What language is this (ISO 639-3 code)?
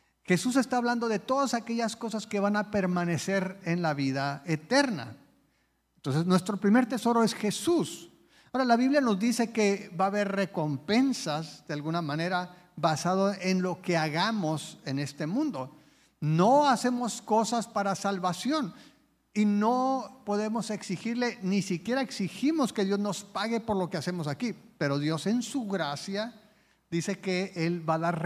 spa